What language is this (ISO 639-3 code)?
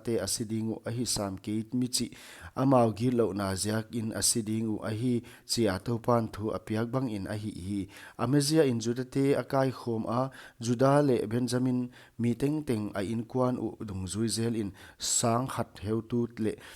pck